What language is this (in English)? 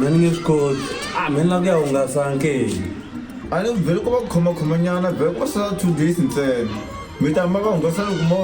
Tsonga